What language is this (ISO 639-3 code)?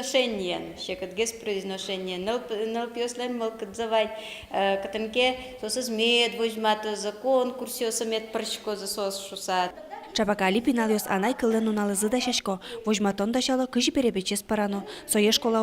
udm